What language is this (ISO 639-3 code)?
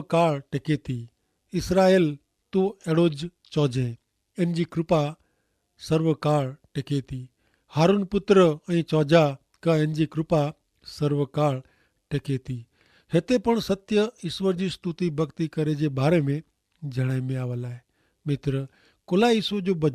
kfr